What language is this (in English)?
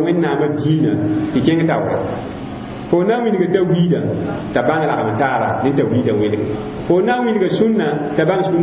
Mossi